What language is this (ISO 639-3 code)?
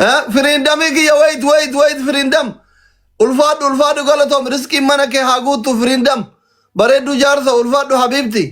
orm